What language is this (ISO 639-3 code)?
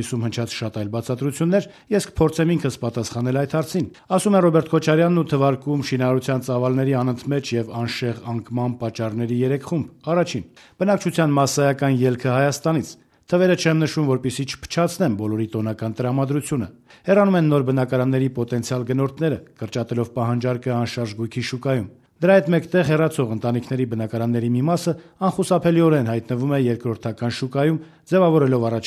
hye